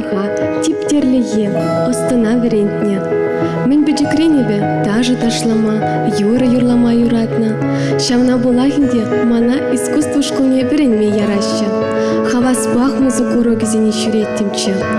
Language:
Chuvash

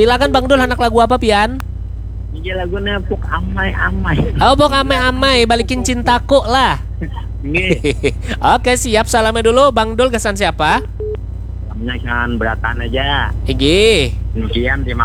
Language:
Banjar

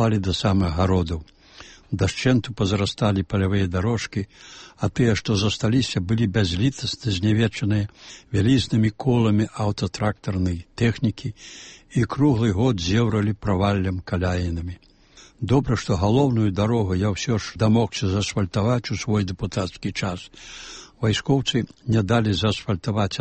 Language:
Belarusian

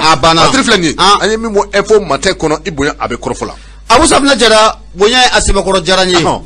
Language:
Bambara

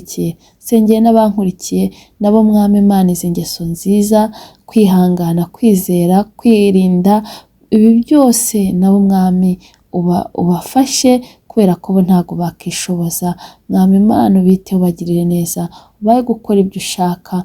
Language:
Kinyarwanda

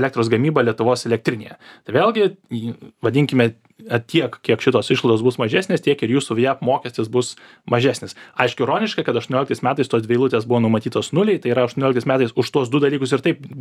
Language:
Lithuanian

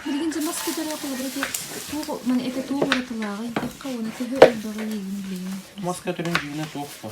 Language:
Yakut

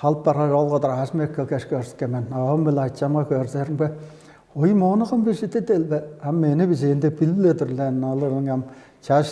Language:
Tuvinian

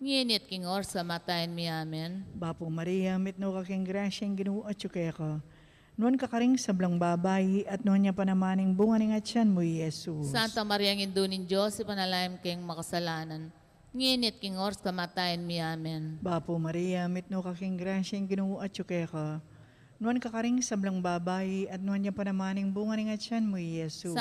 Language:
Pampanga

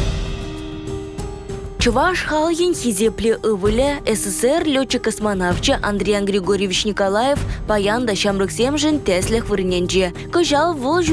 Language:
Chuvash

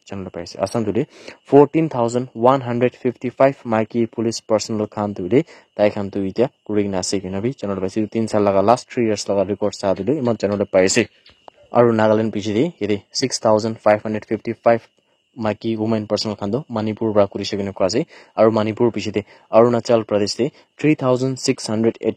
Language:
Naga Pidgin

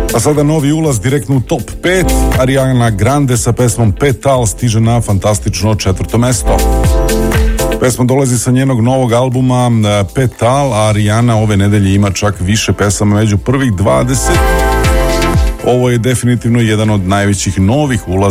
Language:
Serbian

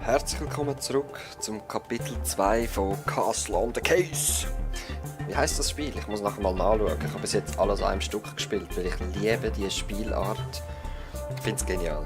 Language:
Swiss German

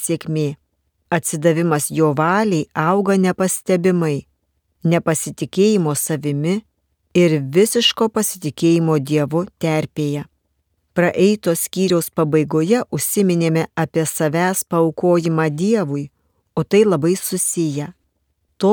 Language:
Lithuanian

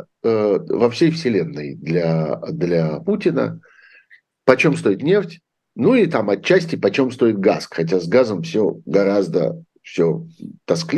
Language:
Russian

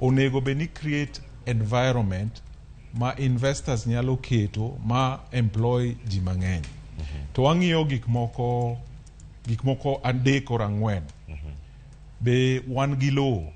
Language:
Luo (Kenya and Tanzania)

